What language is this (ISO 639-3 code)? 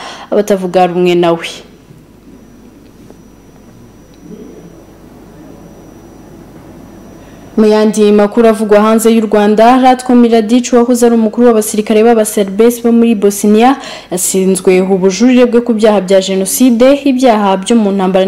kin